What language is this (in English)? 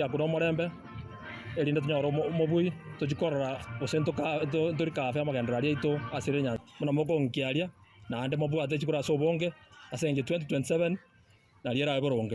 Gusii